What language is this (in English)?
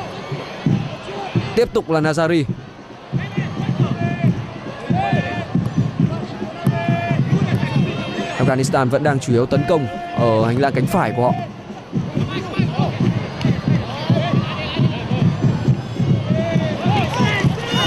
Vietnamese